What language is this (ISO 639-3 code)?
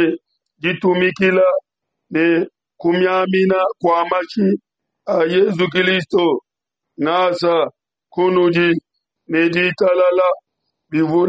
lua